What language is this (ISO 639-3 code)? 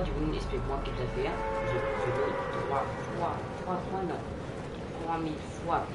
mfe